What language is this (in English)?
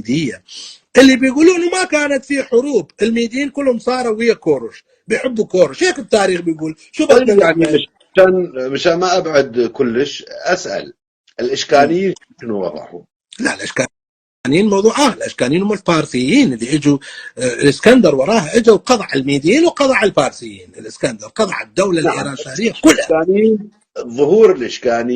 North Levantine Arabic